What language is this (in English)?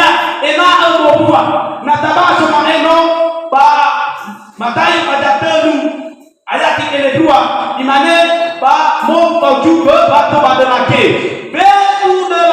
Nias